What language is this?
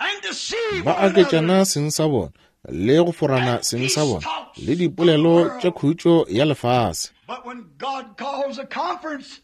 Northern Sotho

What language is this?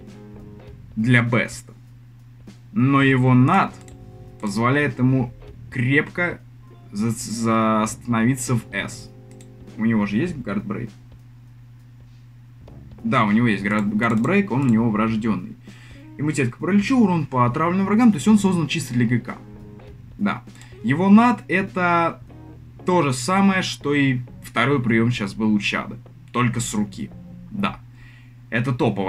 Russian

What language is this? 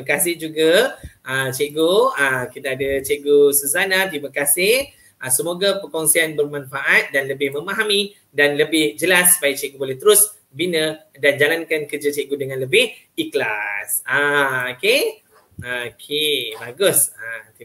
Malay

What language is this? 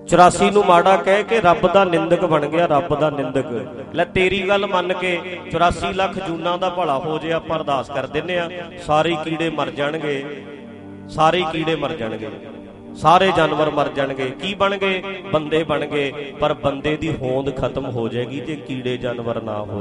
Punjabi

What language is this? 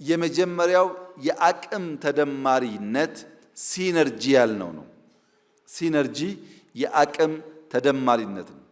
Amharic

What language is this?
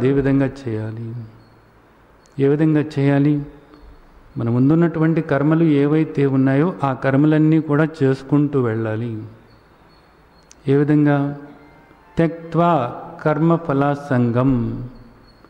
Telugu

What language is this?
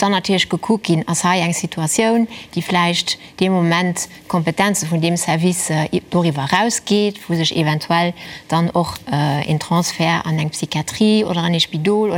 Luxembourgish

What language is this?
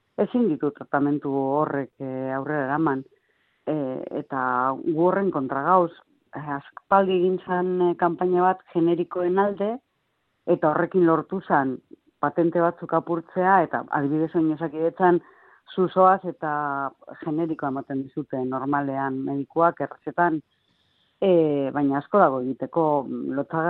Basque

